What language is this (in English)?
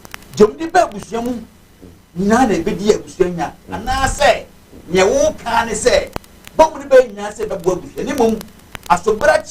Akan